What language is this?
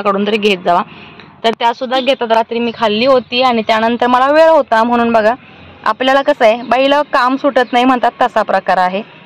Marathi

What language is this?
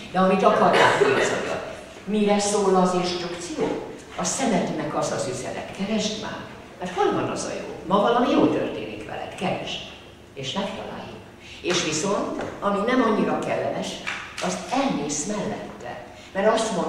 Hungarian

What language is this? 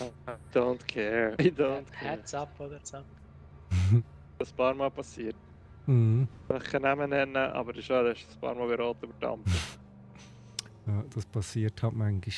Swiss German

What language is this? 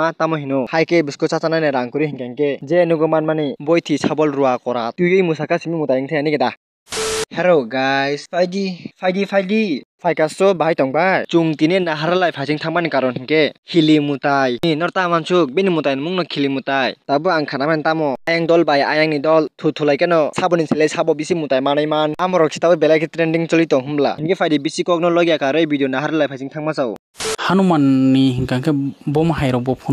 Kok Borok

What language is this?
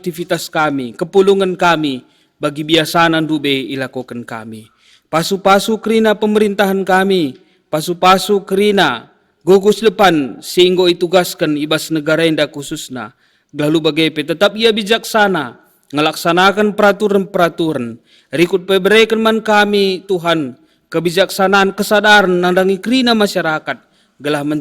Batak Karo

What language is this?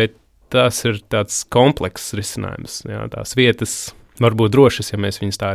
Latvian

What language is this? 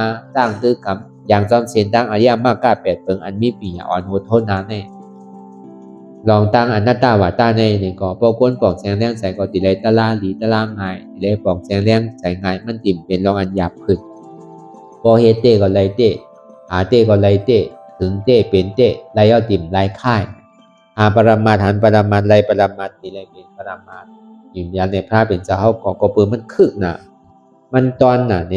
Shan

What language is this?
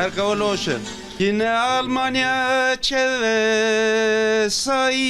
Zaza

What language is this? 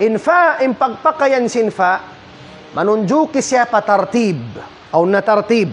Tausug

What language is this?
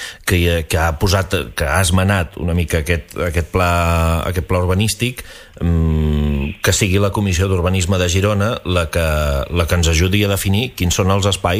Catalan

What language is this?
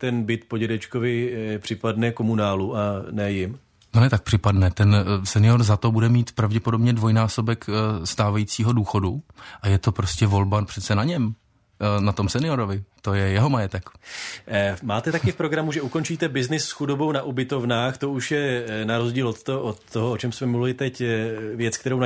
Czech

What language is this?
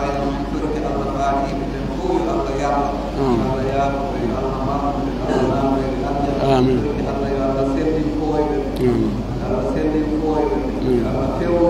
Pular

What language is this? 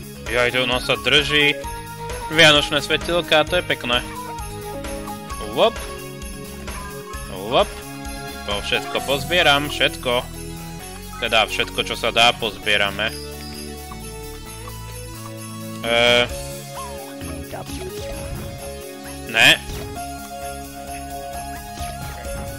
Slovak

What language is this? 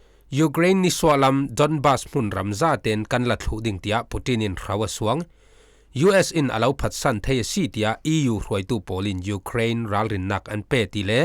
Falam Chin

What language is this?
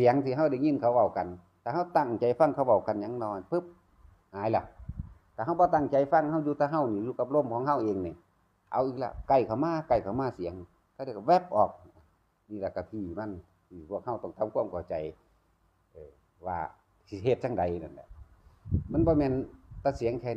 Northeastern Thai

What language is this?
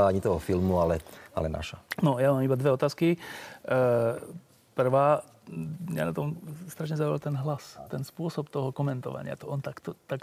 Slovak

